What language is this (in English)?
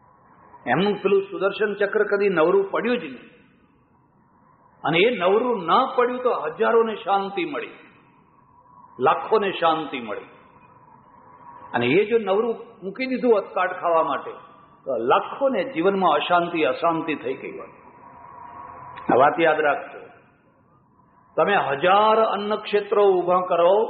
Gujarati